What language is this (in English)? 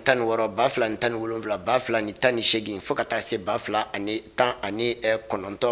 Bambara